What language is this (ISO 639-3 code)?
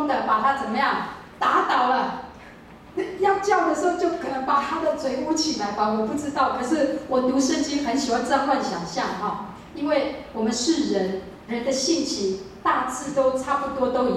zho